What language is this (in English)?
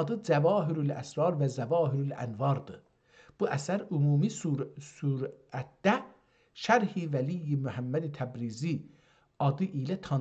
South Azerbaijani